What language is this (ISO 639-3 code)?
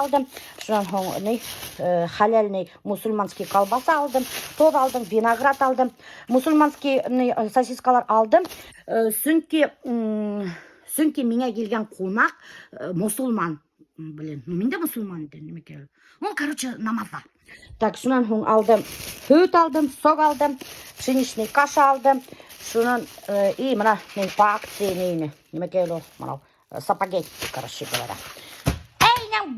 bak